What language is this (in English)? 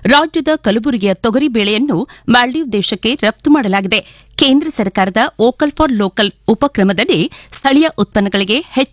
Kannada